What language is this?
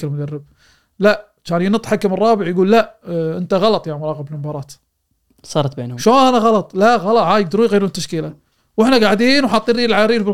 Gulf Arabic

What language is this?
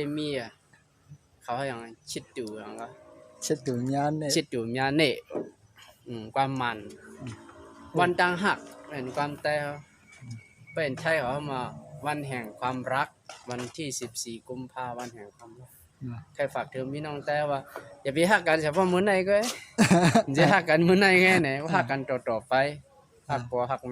Shan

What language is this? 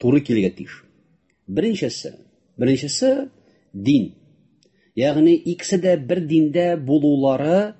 Tatar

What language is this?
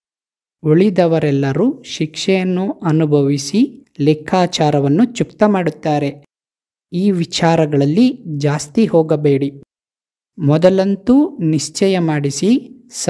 Kannada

